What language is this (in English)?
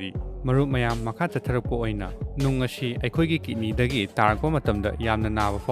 Manipuri